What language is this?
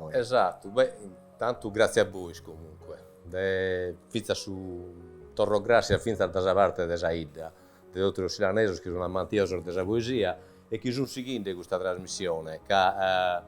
Sardinian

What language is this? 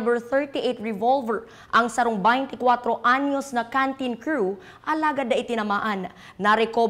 Bikol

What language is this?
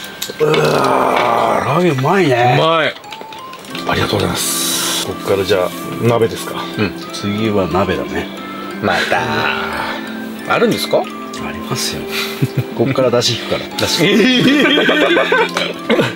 Japanese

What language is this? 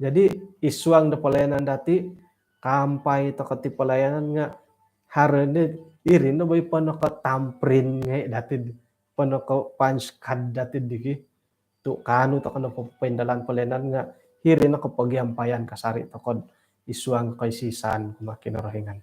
Central Dusun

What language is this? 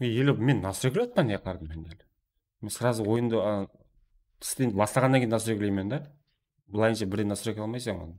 Kara-Kalpak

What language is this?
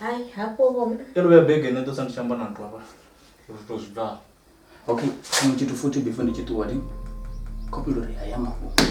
Venda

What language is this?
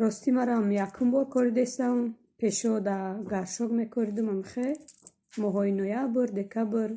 Tajik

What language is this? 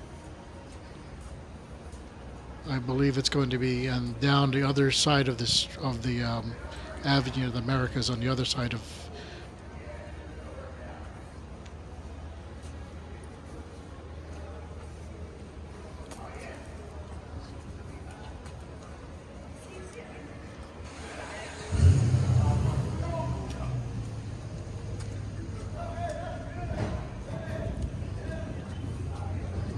English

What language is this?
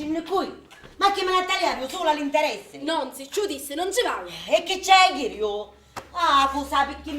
Sicilian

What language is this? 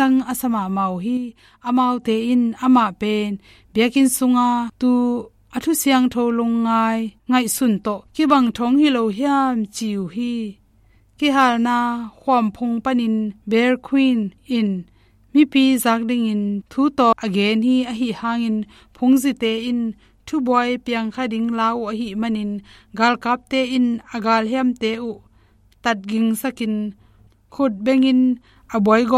Tedim Chin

